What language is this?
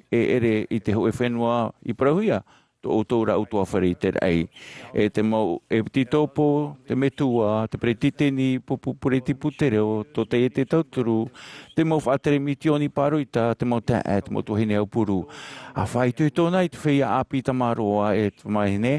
Tahitian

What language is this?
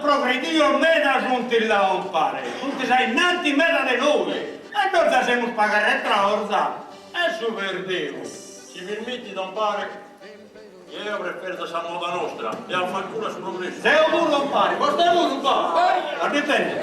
Sardinian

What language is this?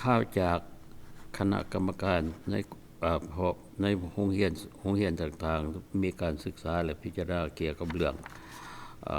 Lao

